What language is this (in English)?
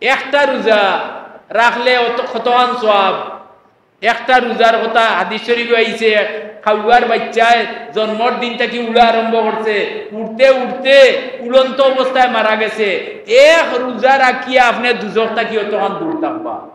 Sylheti